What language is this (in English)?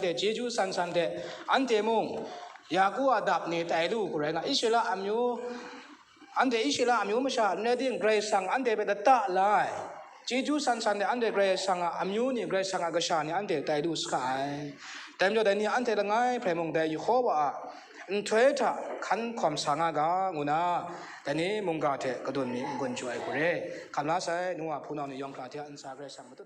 Kachin